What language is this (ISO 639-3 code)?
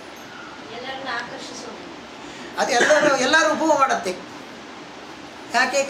kan